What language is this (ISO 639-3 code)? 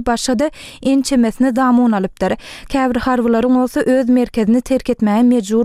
tuk